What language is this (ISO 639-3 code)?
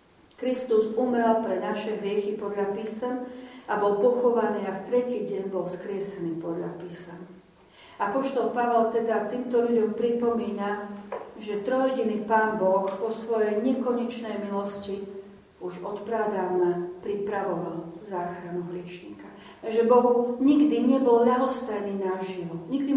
slk